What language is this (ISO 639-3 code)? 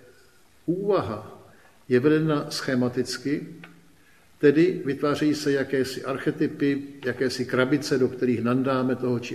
ces